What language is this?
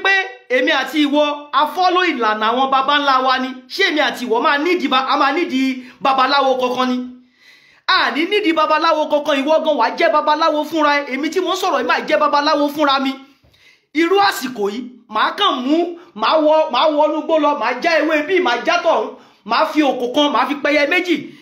Yoruba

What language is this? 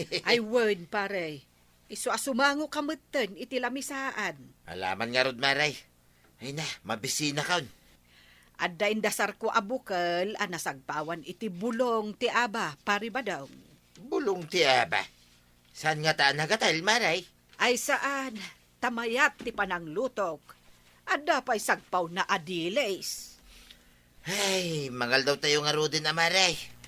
Iloko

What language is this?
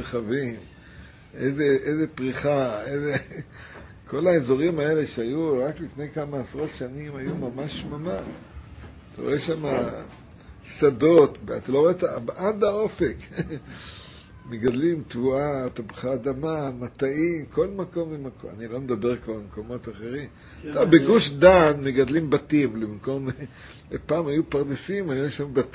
Hebrew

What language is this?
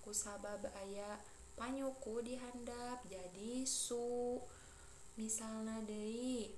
Sundanese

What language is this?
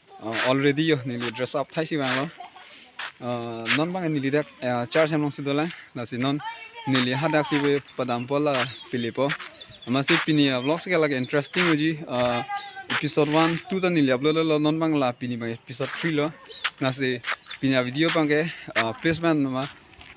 Karbi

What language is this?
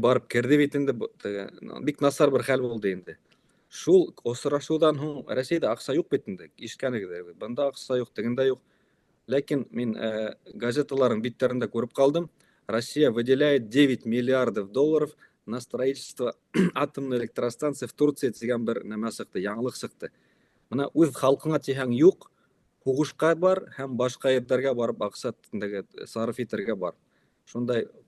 Bashkir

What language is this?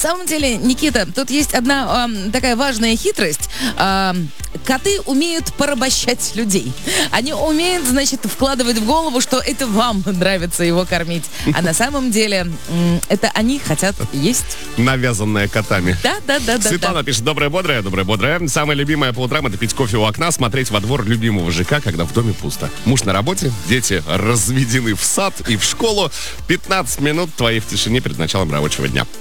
Russian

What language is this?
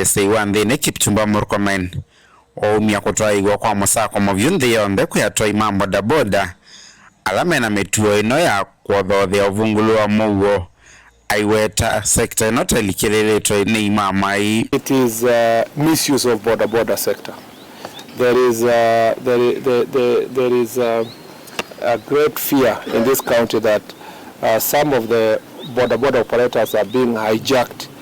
Kamba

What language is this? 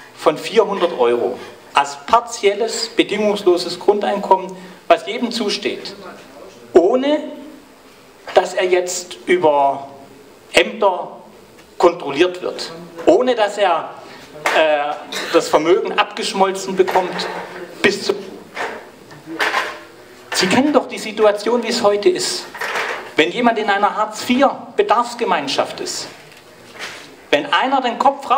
German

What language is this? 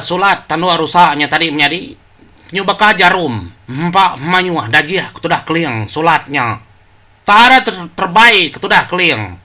Iban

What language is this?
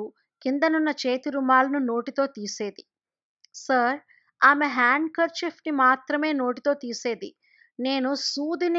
Telugu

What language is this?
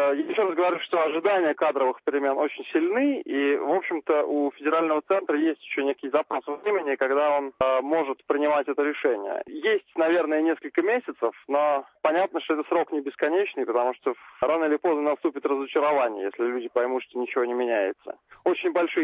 Russian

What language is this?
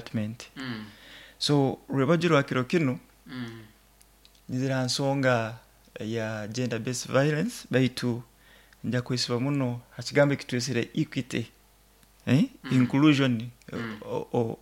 Nyoro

